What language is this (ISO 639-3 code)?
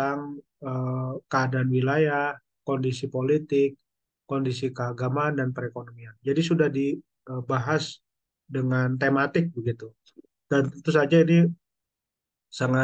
ind